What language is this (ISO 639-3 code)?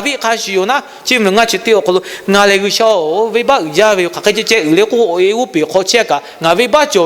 lhu